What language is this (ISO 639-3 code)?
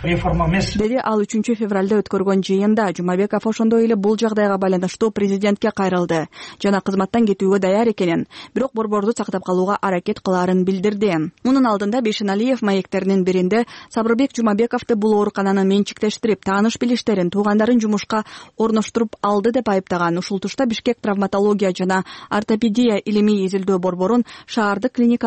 kir